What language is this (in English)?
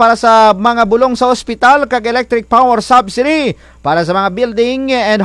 Kinaray-a